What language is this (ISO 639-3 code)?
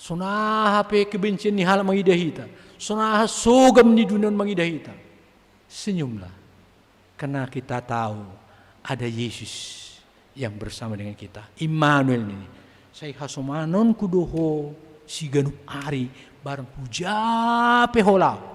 bts